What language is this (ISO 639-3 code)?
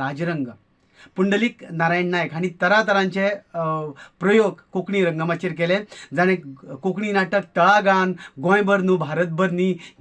kok